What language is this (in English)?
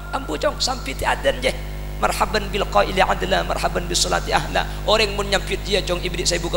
Madurese